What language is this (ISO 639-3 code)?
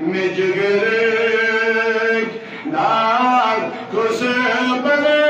kas